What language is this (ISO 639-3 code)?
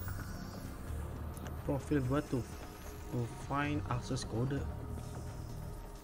ind